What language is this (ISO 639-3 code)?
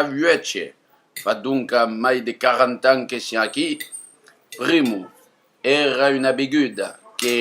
oci